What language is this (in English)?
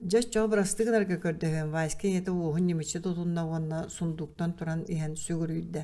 Yakut